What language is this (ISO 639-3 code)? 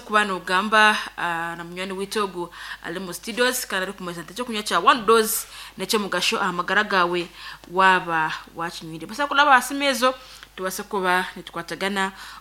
nyn